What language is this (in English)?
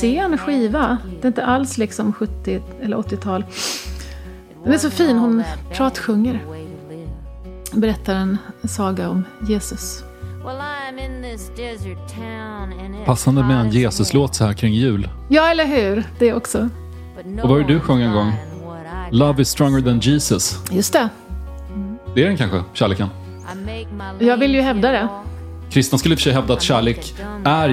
Swedish